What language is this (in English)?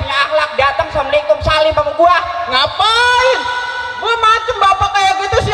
Betawi